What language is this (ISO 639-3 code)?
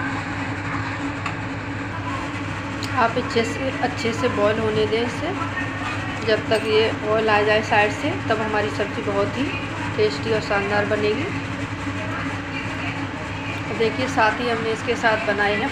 hin